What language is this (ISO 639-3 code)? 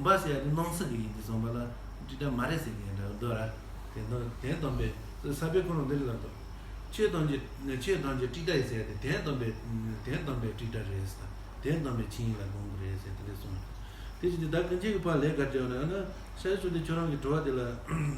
bod